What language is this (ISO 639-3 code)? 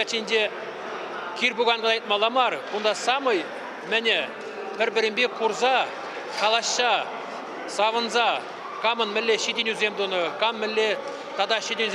chv